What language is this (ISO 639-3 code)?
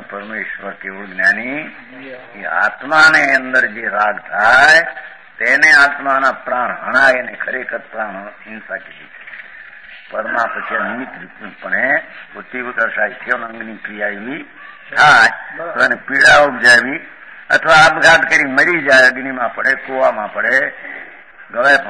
guj